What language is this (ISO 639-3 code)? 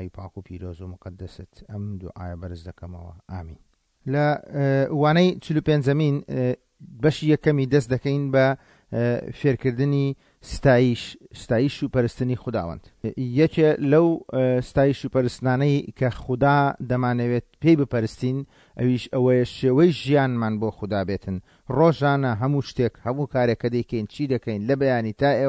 ckb